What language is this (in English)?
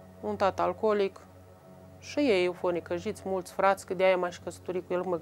Romanian